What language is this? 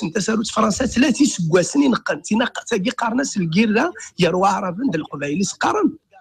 Kabyle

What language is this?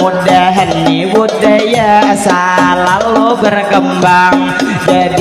Banjar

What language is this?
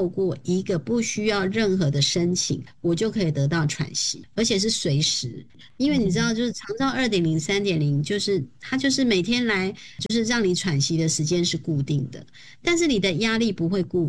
Chinese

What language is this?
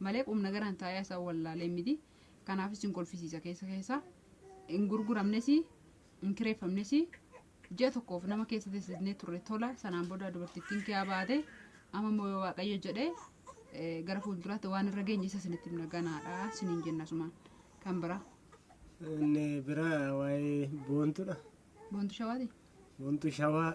Oromo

